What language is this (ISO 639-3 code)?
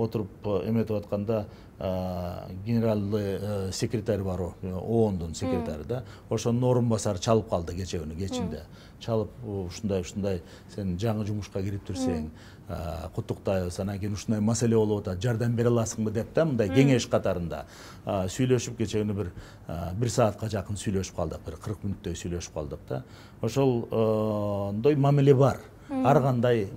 kir